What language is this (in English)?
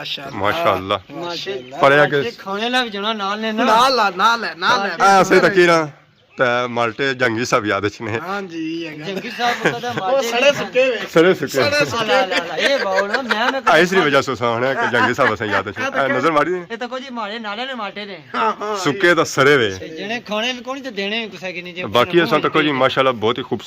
Pahari-Potwari